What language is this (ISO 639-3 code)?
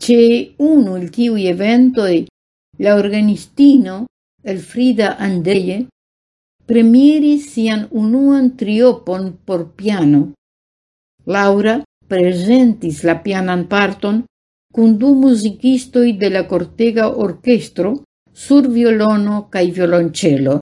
epo